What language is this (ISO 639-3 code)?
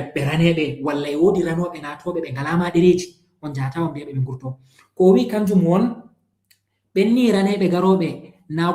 ful